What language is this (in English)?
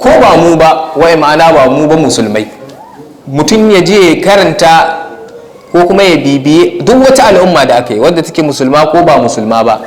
Hausa